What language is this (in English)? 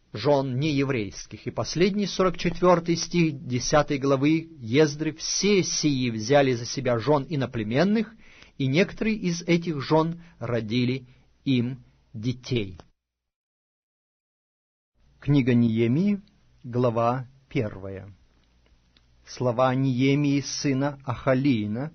Russian